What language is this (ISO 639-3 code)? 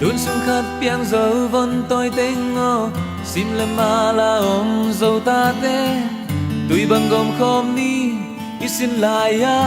ctd